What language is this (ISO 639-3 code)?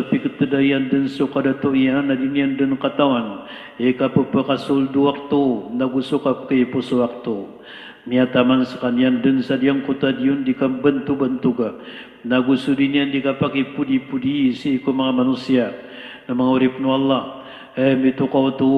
mrw